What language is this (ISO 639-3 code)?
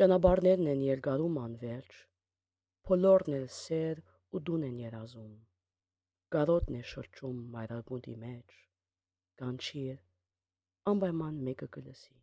hye